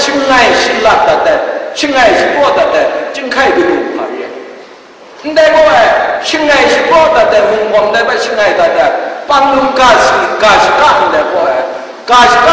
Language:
Kachin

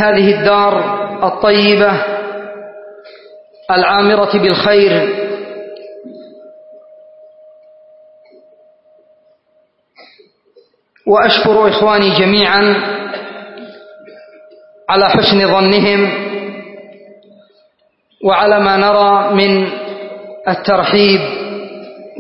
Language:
Arabic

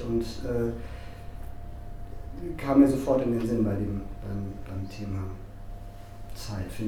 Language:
German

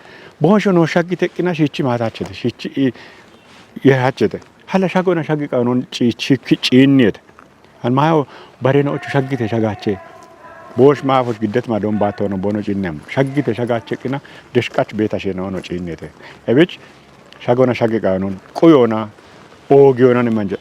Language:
Kafa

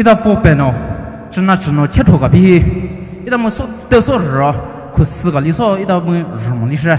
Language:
Poumei Naga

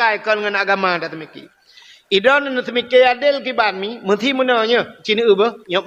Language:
Achinese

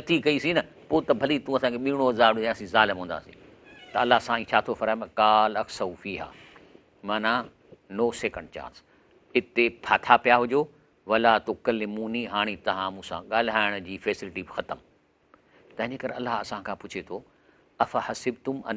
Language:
Sindhi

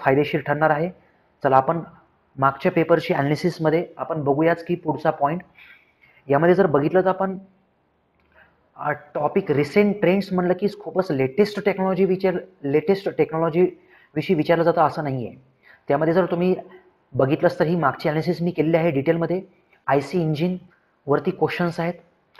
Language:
Marathi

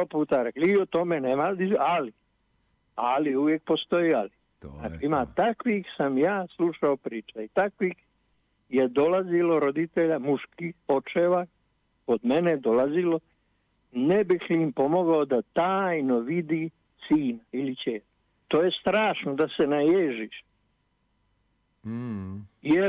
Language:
Bosnian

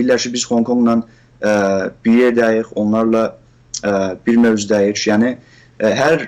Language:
South Azerbaijani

